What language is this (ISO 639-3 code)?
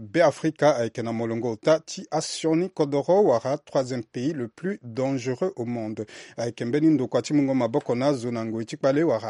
sag